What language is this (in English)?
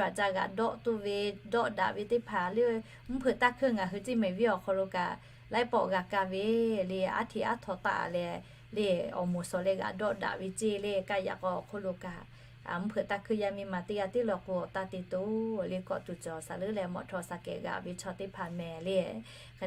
Lahu